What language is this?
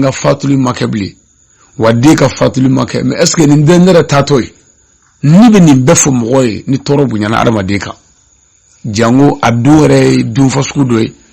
Bambara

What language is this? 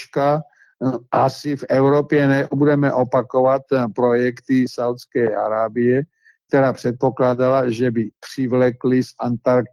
Czech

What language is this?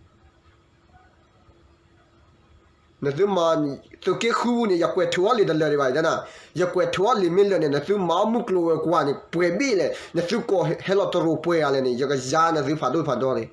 S'gaw Karen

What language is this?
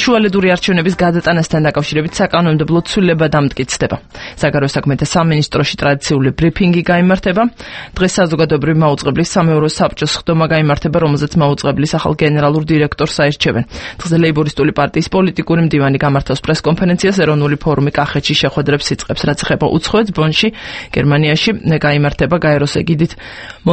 Georgian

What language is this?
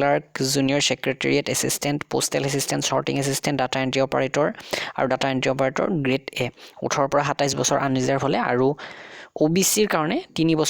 Assamese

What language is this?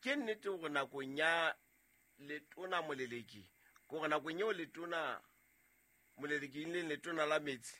Southern Sotho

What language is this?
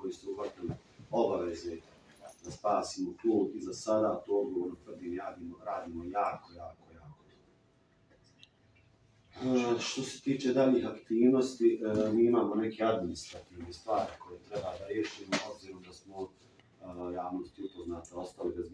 Bosnian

